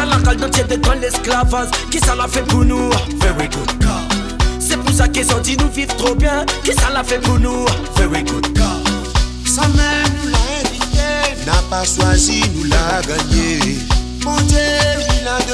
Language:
Réunion Creole French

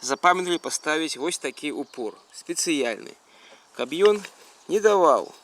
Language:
Belarusian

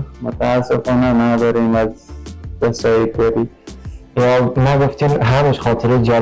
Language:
Persian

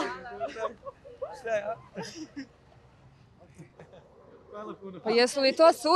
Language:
Croatian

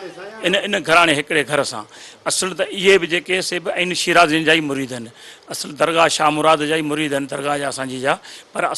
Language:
Sindhi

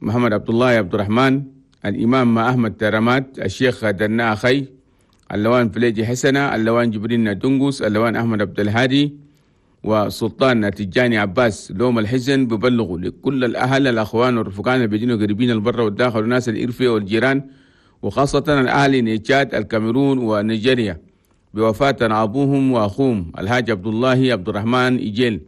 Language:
Chadian Arabic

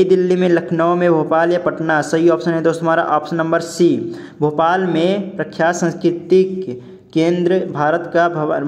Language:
Hindi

